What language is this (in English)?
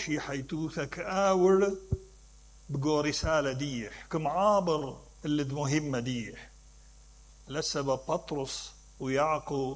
Mesopotamian Arabic